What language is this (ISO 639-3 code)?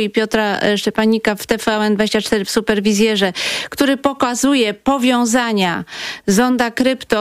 pol